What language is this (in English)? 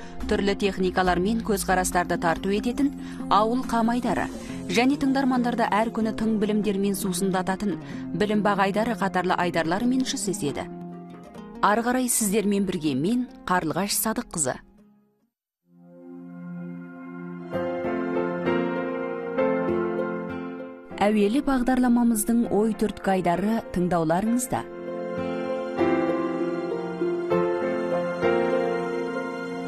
Kazakh